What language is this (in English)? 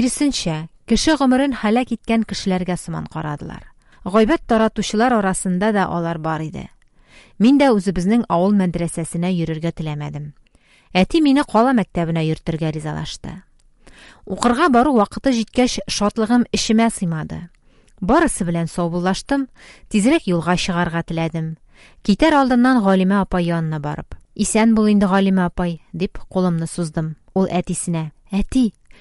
Tatar